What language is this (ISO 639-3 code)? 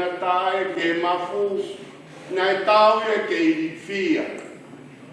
ton